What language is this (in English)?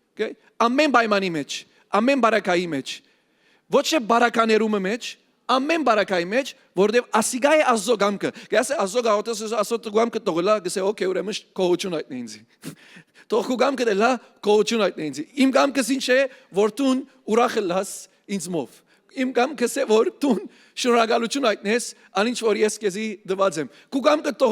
Western Armenian